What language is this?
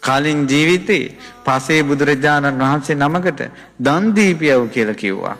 Sinhala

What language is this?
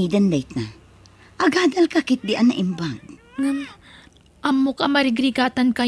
Iloko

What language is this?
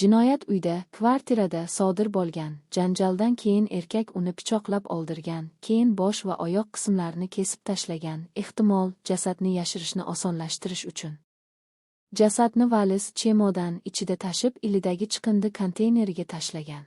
Uzbek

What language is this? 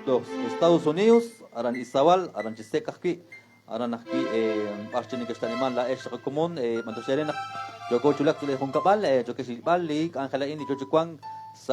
Kekchí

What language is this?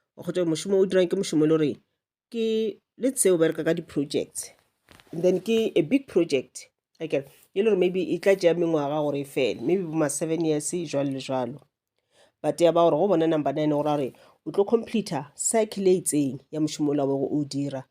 Northern Sotho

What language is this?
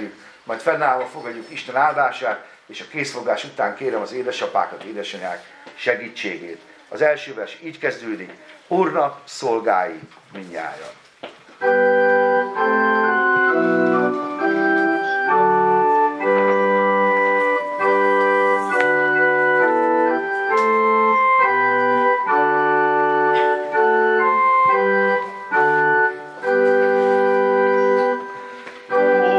Hungarian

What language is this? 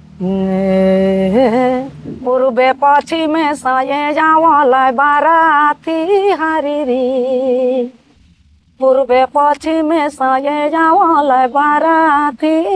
Sadri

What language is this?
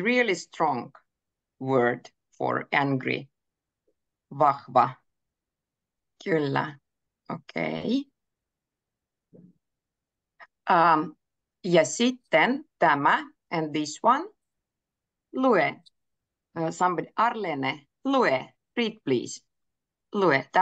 Finnish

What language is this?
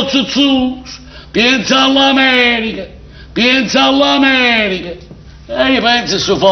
Neapolitan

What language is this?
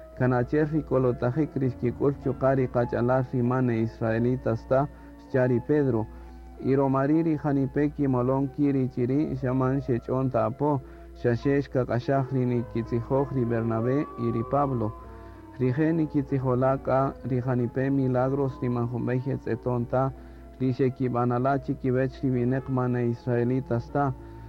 Kaqchikel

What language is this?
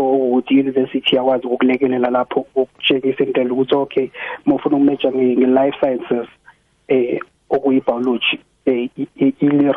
South Ndebele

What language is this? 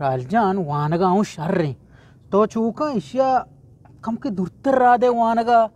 Eastern Balochi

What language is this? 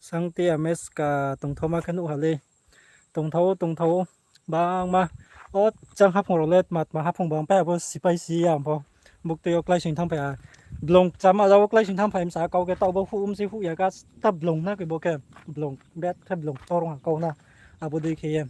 Riang (India)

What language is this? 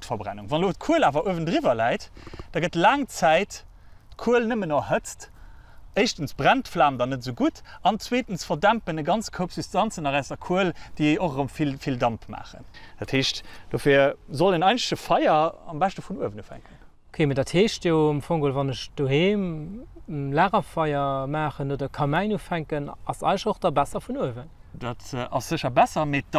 Luxembourgish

